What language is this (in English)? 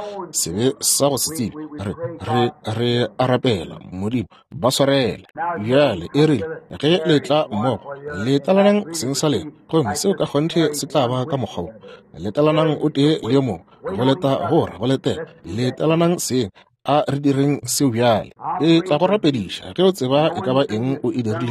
Northern Sotho